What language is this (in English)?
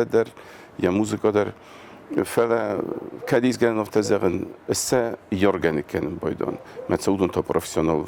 Ossetic